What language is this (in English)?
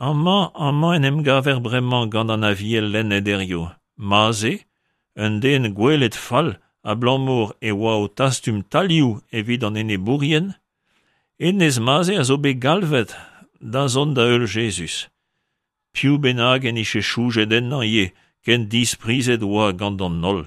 Breton